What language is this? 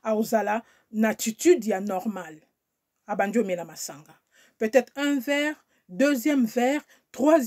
Lingala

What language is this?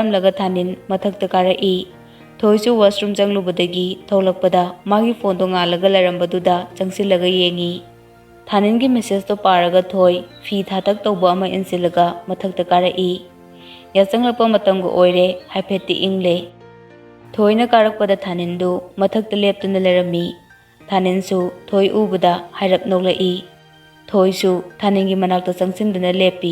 Manipuri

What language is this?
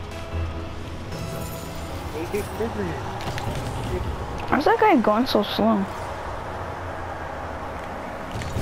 English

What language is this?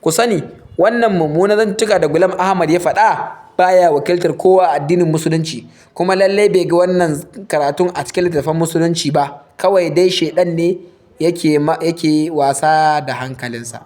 Hausa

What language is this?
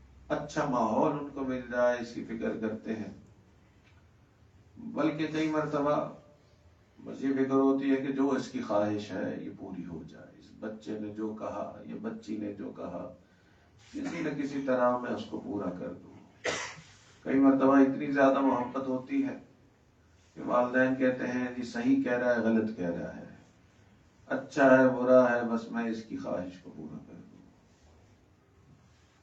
Urdu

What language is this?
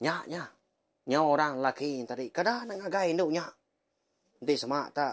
Iban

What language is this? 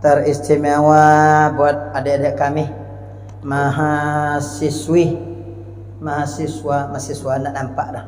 Minangkabau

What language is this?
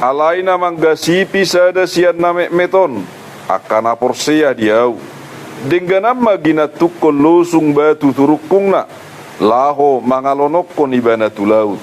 Batak Toba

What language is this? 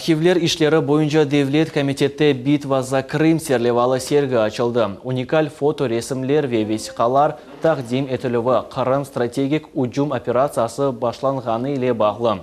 Crimean Tatar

